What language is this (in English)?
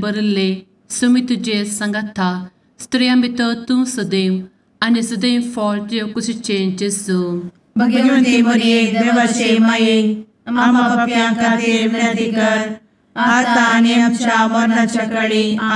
Konkani